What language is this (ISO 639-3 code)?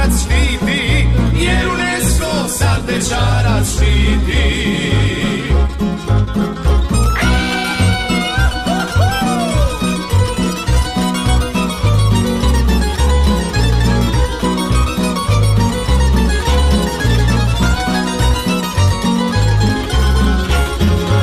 hrv